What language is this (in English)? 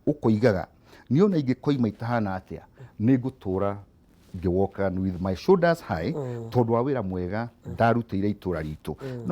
Kikuyu